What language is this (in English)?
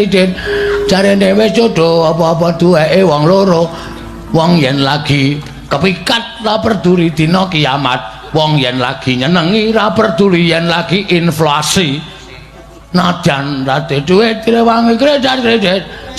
Javanese